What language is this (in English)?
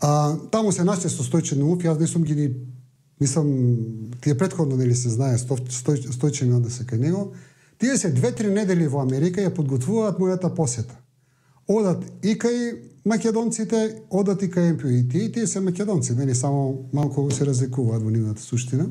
Macedonian